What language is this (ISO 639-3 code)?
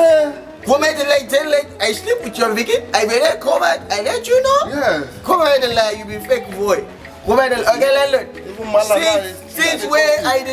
pcm